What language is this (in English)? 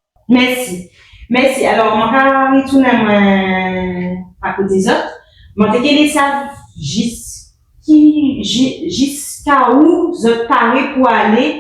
Guadeloupean Creole French